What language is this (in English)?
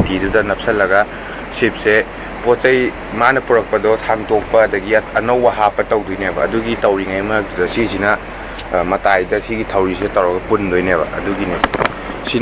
Manipuri